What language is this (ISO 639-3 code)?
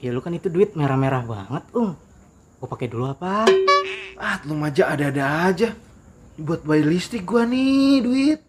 bew